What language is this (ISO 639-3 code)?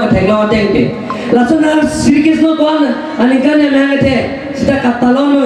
mjw